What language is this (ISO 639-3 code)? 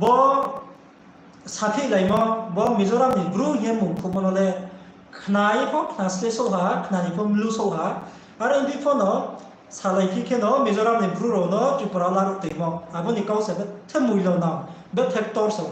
ria